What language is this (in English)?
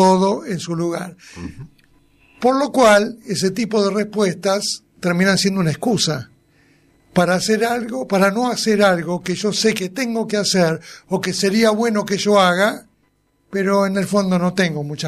Spanish